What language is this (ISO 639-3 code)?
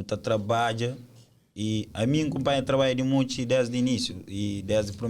kea